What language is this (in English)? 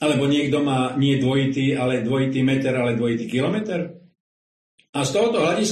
Slovak